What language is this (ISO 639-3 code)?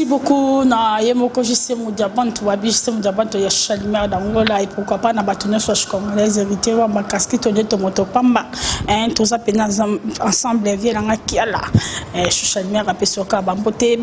lin